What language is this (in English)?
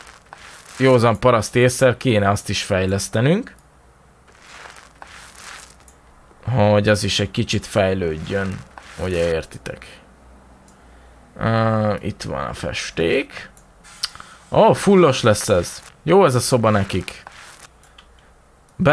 Hungarian